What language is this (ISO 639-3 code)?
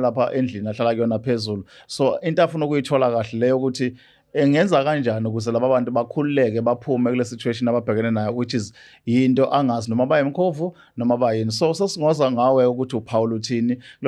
zul